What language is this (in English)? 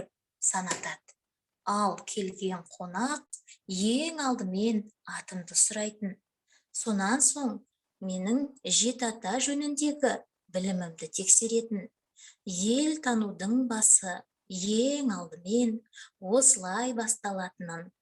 Kazakh